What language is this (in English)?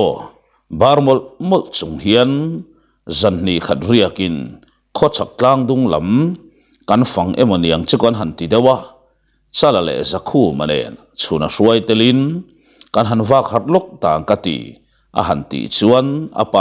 Mizo